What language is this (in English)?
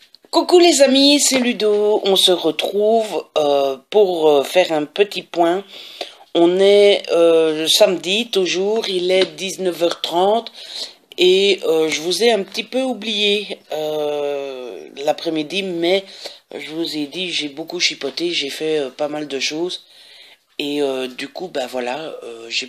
French